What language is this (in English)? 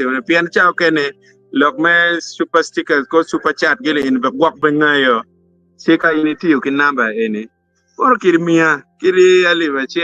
Acoli